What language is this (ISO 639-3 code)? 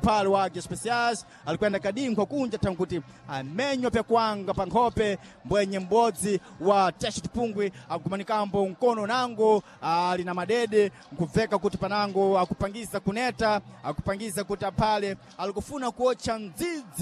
seh